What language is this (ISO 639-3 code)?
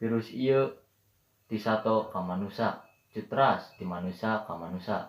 sun